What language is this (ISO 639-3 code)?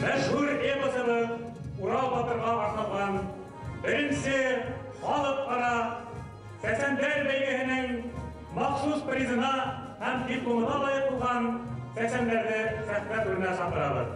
bak